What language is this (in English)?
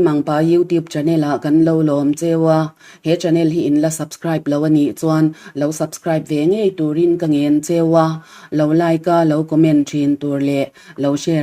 Mizo